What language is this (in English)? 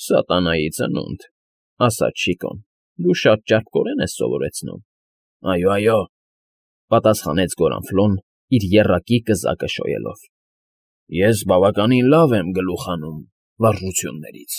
Armenian